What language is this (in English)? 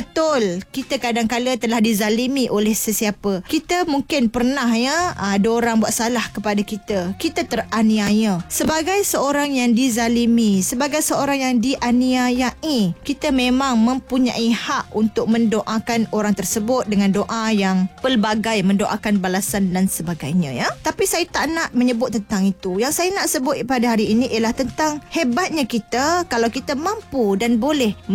Malay